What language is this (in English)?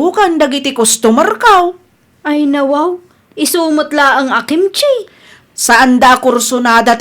Iloko